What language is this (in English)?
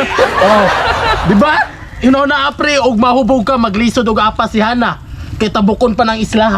Cebuano